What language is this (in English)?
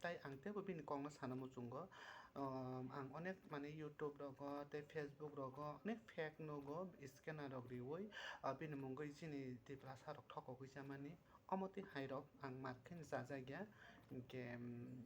Kok Borok